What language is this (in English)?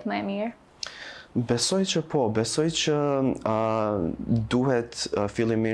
Albanian